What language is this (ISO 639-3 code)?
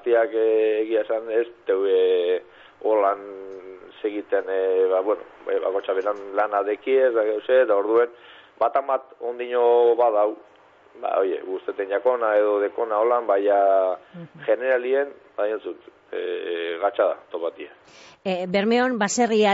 eus